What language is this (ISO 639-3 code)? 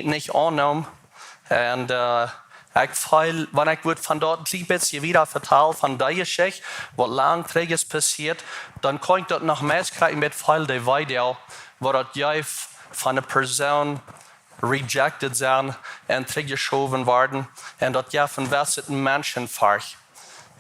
pdt